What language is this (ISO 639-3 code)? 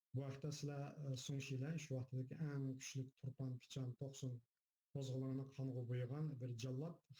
uig